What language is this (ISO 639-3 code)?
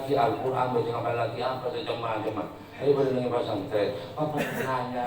mad